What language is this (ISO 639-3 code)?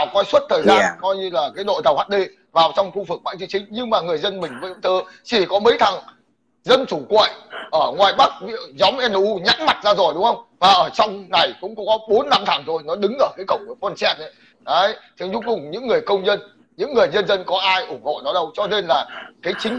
vie